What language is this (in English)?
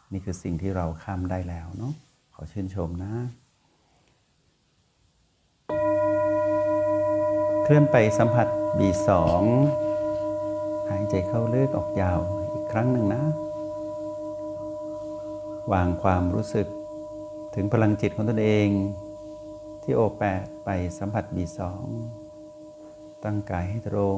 Thai